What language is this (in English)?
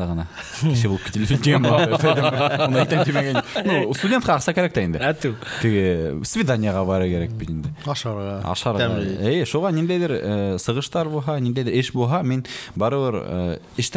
Bashkir